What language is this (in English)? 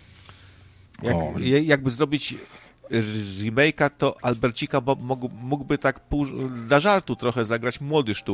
Polish